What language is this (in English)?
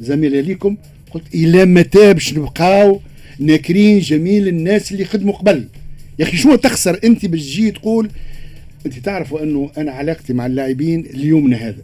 Tunisian Arabic